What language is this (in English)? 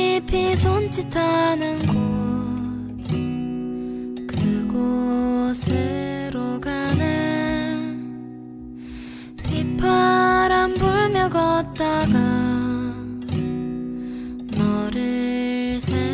Korean